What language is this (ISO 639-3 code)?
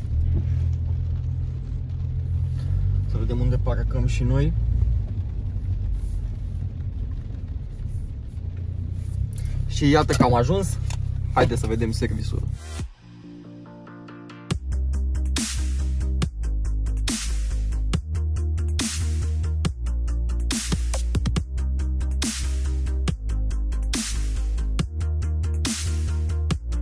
ron